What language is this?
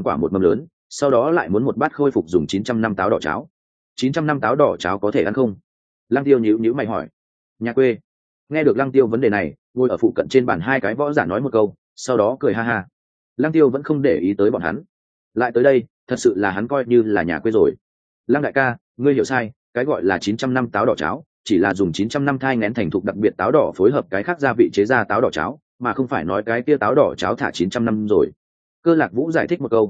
Vietnamese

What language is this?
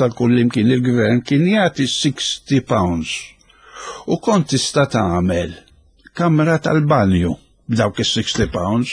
Maltese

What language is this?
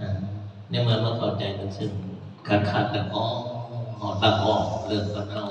Northeastern Thai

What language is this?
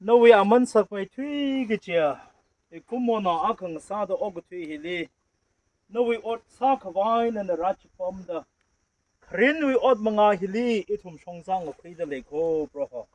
Tangkhul Naga (India)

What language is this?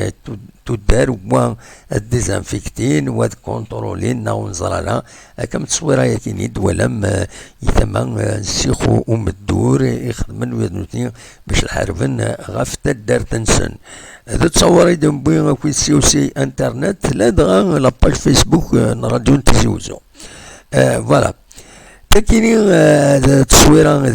Kabyle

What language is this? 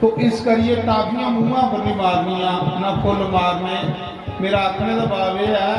Dogri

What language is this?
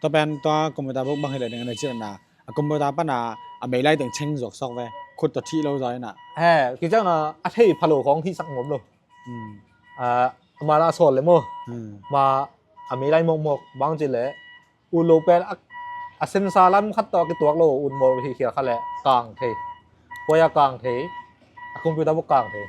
Tedim Chin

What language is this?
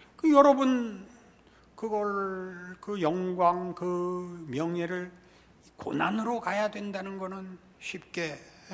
Korean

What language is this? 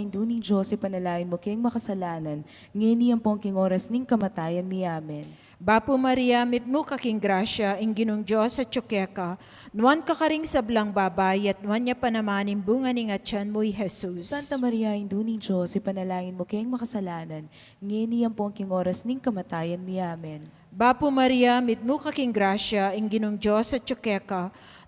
Pampanga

